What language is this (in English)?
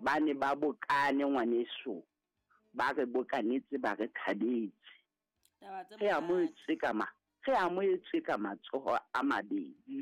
Southern Sotho